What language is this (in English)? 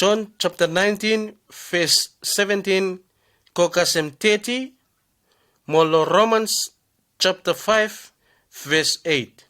Bislama